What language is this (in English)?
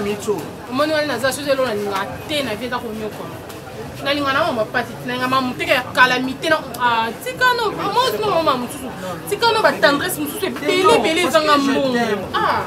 Lingala